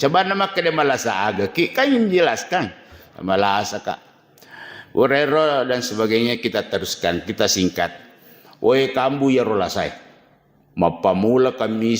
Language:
Buginese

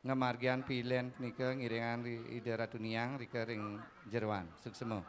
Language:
Balinese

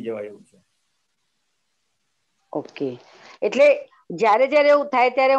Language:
Gujarati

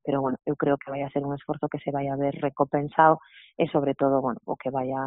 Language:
Galician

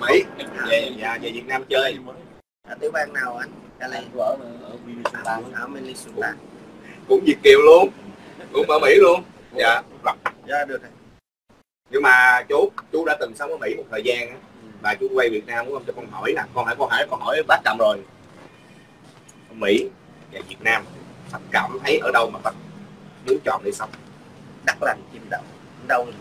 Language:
Vietnamese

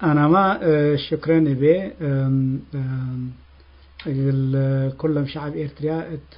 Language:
Tigre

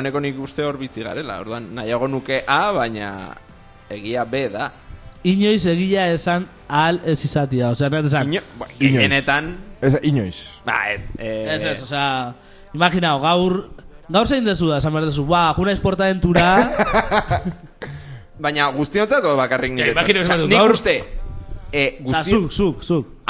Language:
Basque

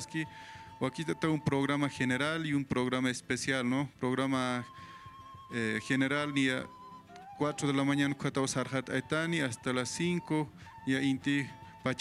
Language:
Aymara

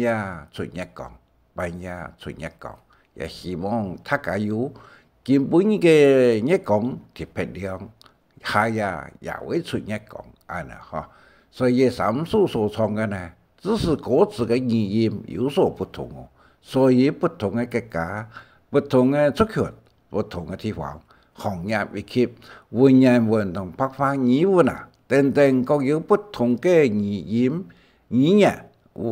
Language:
Hakka Chinese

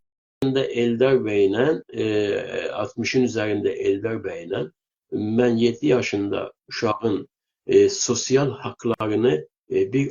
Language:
South Azerbaijani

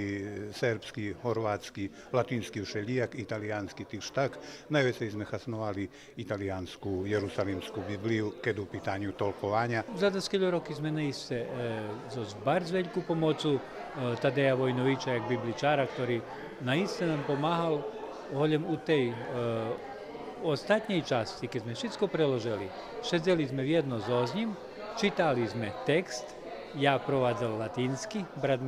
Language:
Rusyn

